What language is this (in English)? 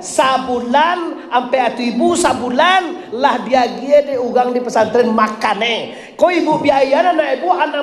Minangkabau